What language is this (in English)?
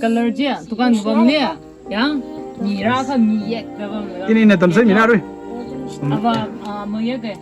Tangkhul Naga (India)